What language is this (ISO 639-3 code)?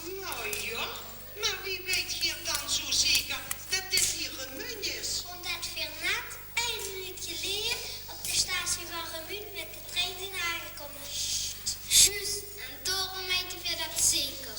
lim